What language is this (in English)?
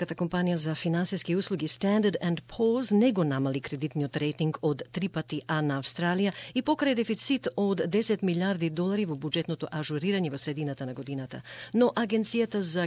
Macedonian